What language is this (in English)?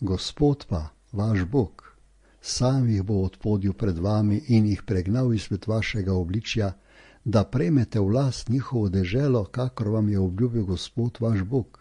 Slovenian